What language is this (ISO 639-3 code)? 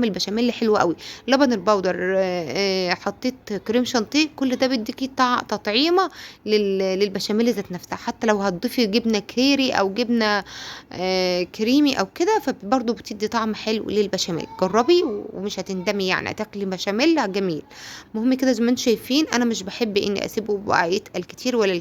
arz